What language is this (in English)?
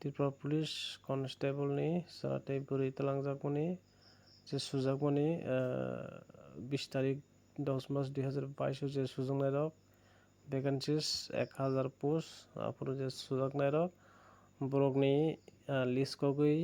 Kok Borok